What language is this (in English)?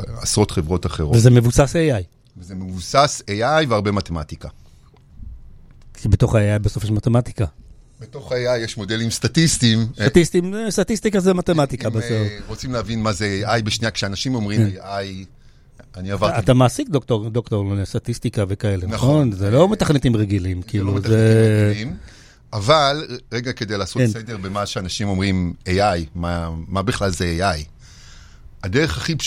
Hebrew